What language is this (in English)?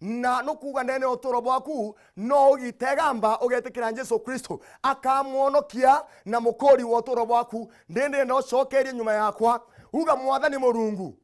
Meru